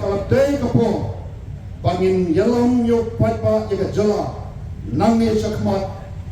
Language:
Khasi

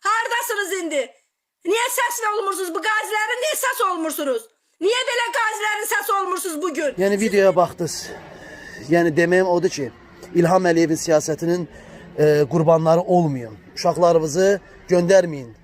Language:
Azerbaijani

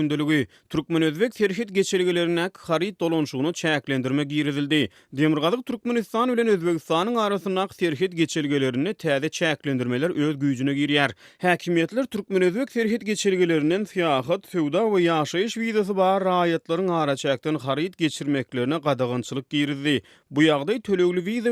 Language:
Turkmen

